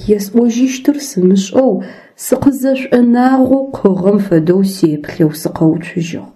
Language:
Adyghe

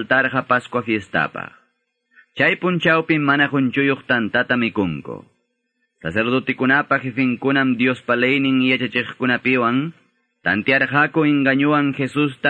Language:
Quechua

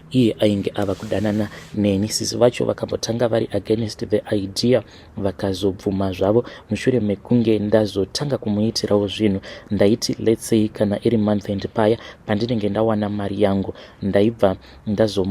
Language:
Shona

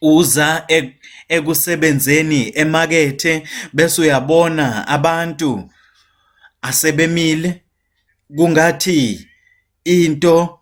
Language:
Zulu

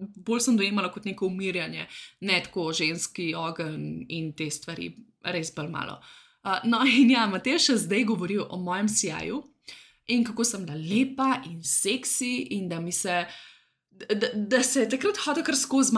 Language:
Slovenian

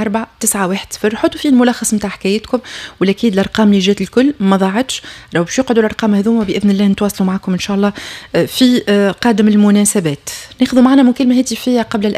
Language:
Tunisian Arabic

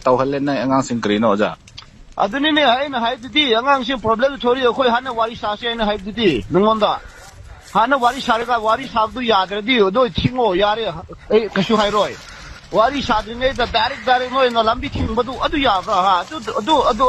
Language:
Manipuri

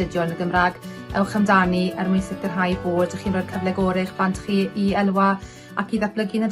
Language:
Welsh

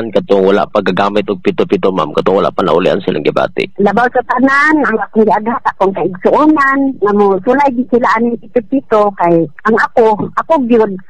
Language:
Cebuano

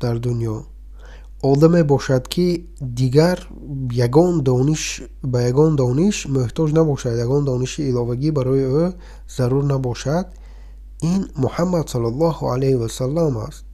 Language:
Tajik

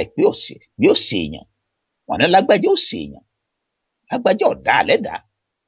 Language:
Yoruba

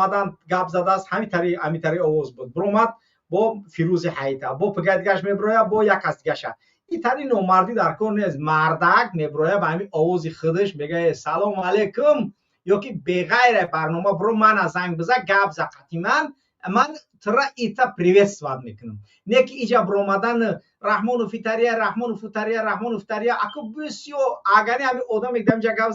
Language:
Tajik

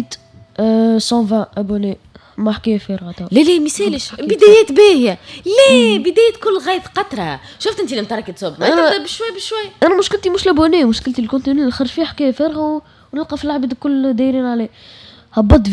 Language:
Tunisian Arabic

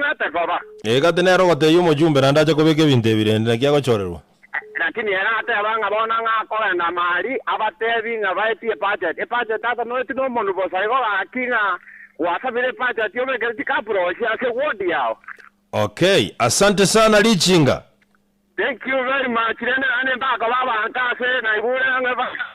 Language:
Gusii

